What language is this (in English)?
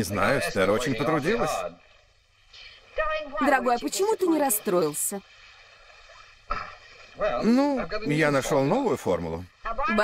Russian